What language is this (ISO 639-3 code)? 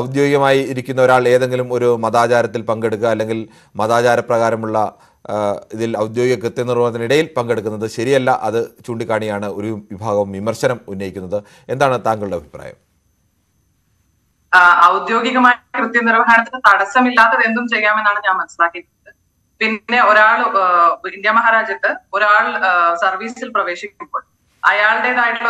mal